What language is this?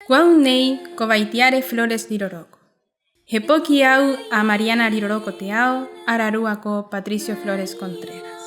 Rapanui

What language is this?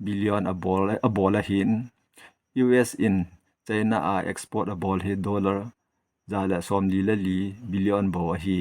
Thado Chin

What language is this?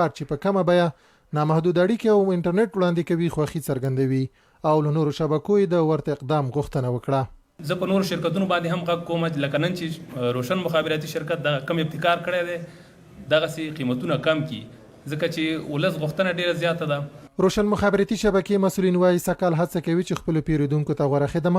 Pashto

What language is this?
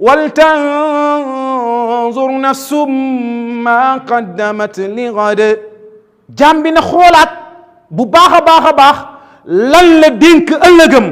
Wolof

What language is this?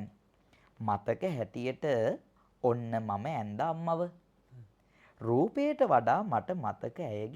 Sinhala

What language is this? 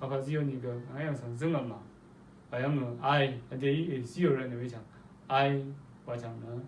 Rawang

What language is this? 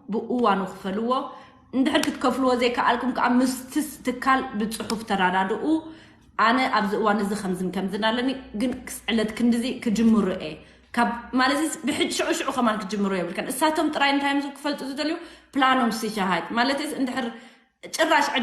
Tigrinya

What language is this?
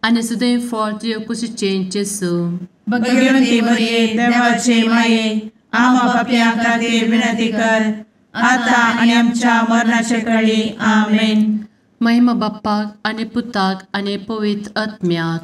Konkani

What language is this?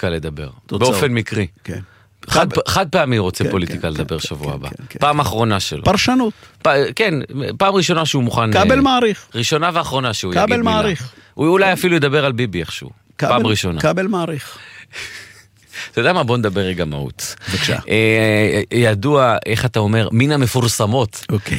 Hebrew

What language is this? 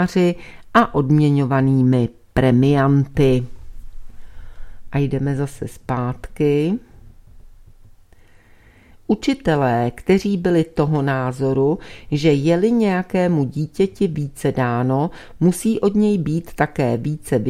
Czech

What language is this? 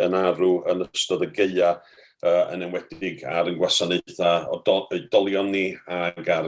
Welsh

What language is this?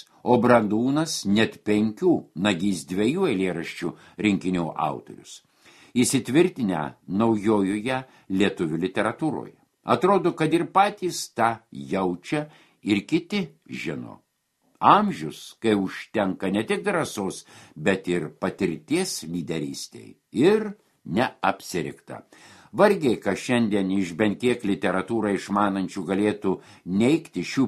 Lithuanian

